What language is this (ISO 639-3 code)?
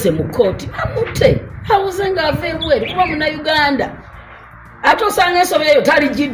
lug